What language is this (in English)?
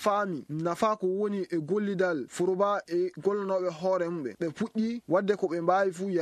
Fula